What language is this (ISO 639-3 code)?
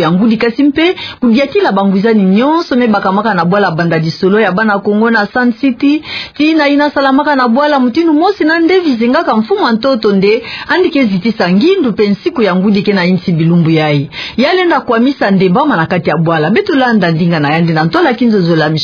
ktu